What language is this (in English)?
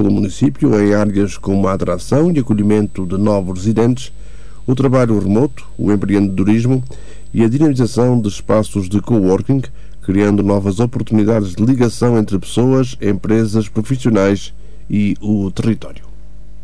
Portuguese